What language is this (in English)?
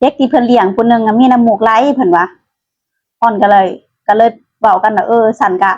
Northeastern Thai